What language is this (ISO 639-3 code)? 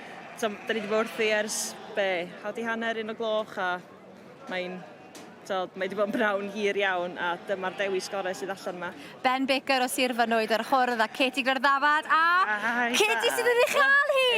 cym